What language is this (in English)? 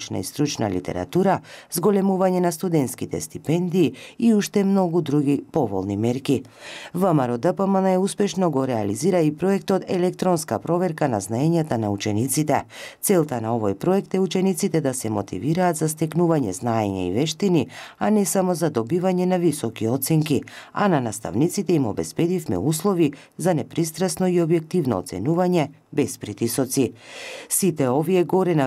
Macedonian